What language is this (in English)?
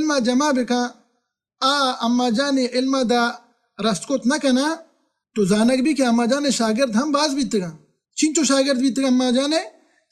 Baluchi